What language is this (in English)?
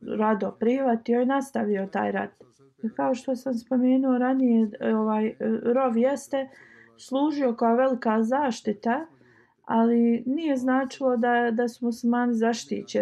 Bosnian